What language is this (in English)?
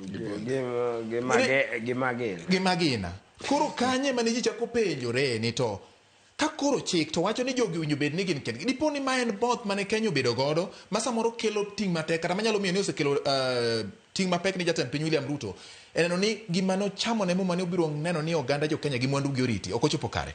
Luo (Kenya and Tanzania)